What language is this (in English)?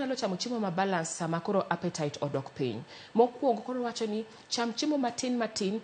Luo (Kenya and Tanzania)